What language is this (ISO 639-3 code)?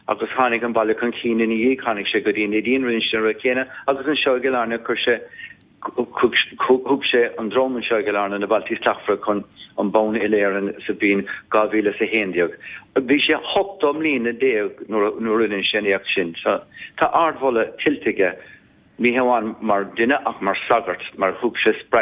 gle